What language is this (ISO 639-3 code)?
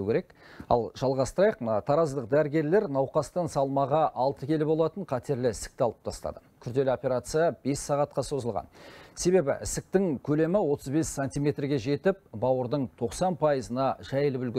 kaz